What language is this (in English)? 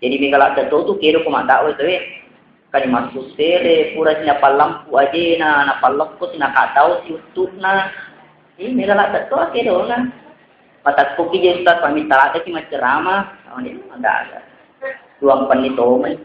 Buginese